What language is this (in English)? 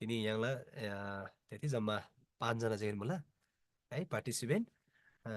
Eastern Tamang